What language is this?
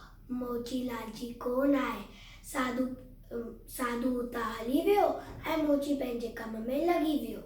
Sindhi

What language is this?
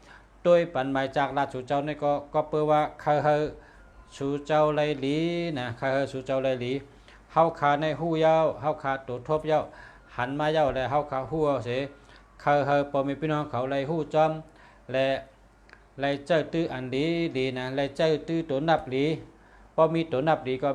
Shan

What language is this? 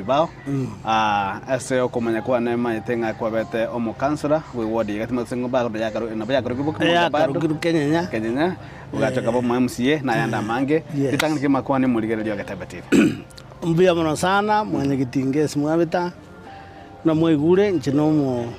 Gusii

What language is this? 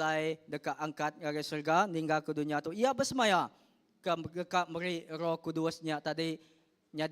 Iban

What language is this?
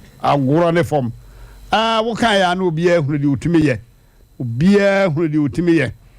Akan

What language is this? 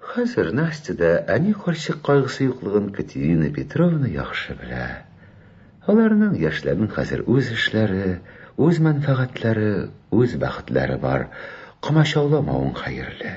Tatar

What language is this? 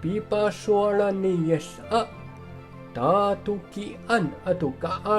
Amis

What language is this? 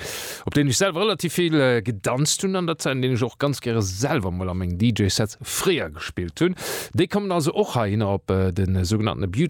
Luxembourgish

